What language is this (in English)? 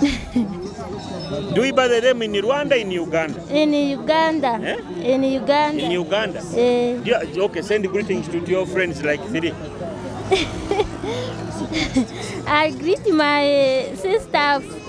Nyoro